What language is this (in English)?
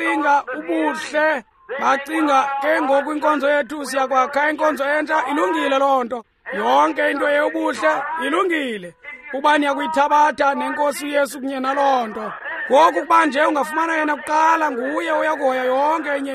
Xhosa